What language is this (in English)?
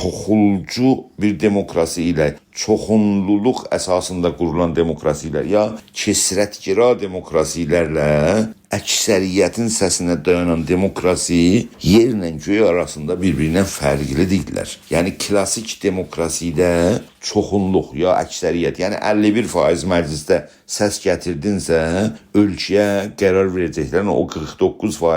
South Azerbaijani